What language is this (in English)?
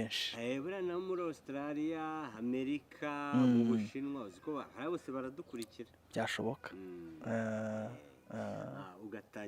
Kinyarwanda